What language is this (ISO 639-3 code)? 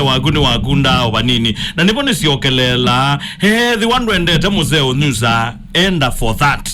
kam